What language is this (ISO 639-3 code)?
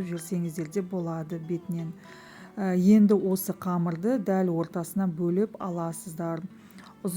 kaz